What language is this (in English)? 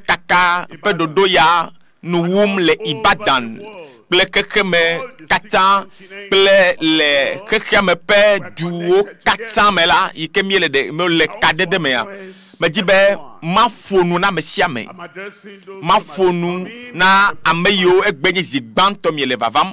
Ewe